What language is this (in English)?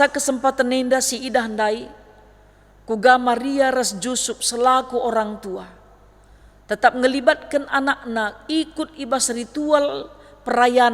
Batak Karo